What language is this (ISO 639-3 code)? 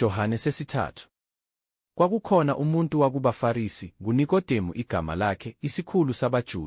zul